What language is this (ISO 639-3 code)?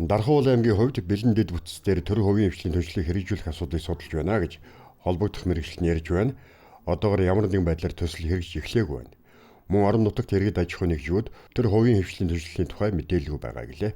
mon